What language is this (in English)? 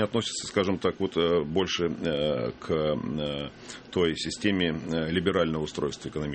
Russian